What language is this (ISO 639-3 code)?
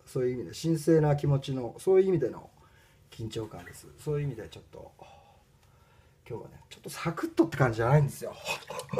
jpn